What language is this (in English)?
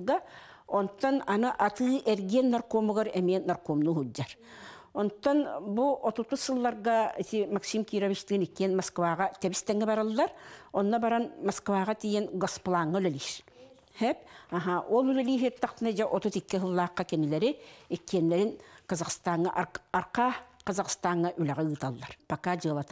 Yakut